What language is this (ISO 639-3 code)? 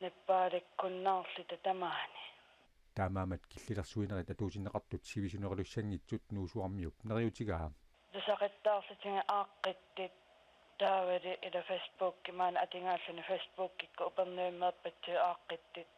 kal